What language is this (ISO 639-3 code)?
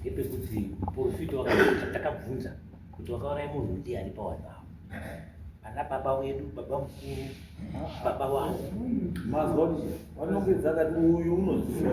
sna